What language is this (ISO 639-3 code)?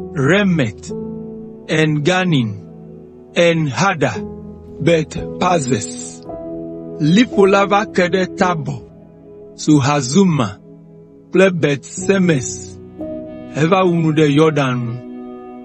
ewe